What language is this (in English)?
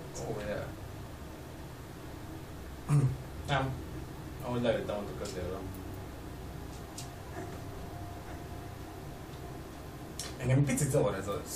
Hungarian